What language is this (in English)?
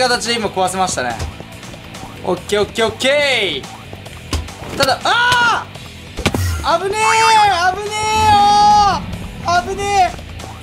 Japanese